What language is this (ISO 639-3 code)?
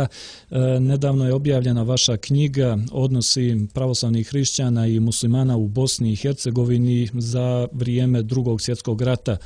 srp